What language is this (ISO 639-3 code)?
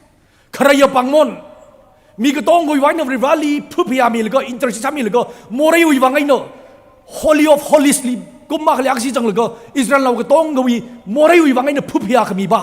nmf